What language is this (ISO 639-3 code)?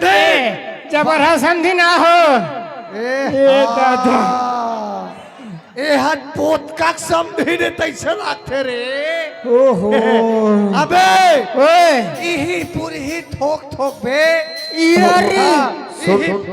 hne